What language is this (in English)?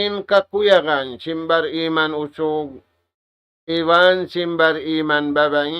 Tausug